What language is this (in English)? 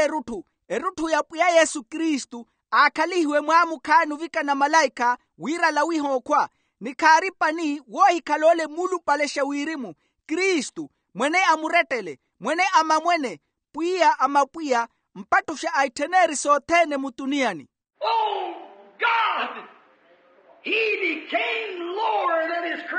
Makhuwa